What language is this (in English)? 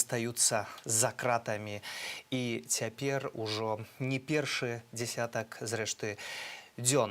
Belarusian